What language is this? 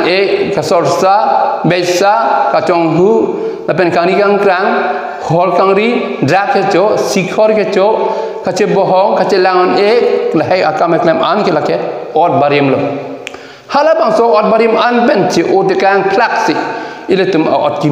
Karbi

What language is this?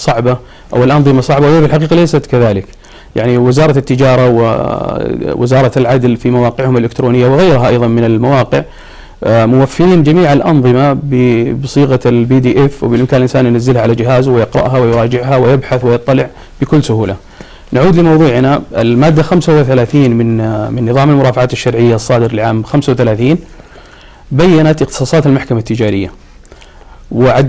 Arabic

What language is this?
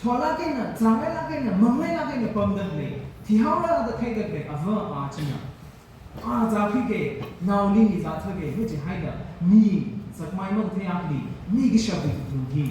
Tangkhul Naga (India)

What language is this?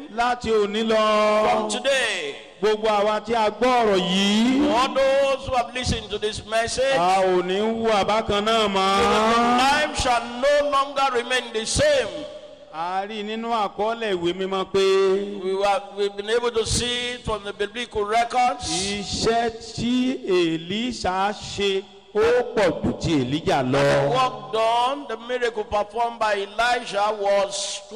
Yoruba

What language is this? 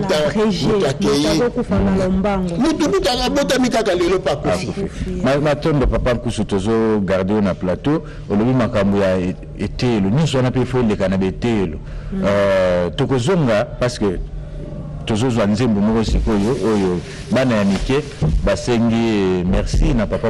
Lingala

